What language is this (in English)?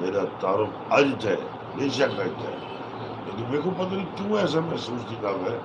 Saraiki